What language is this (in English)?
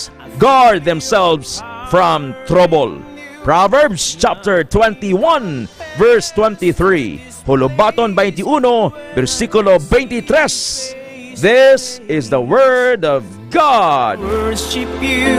Hiligaynon